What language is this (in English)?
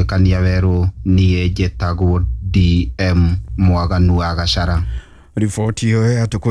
Kikuyu